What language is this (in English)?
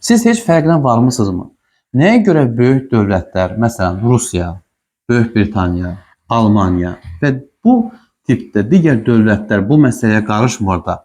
Azerbaijani